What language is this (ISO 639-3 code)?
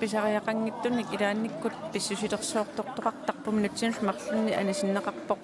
kal